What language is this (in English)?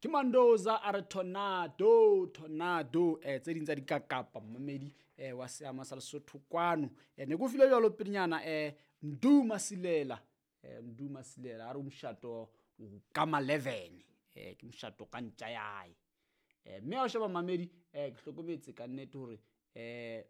Southern Sotho